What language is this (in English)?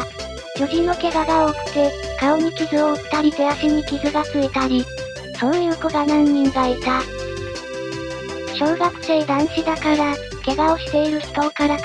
Japanese